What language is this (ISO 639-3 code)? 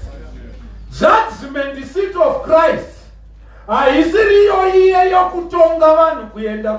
sna